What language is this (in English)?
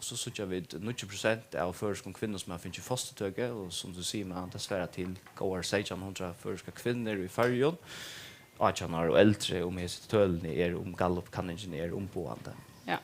Faroese